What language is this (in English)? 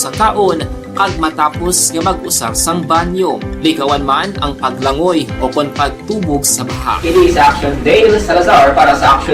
Hiligaynon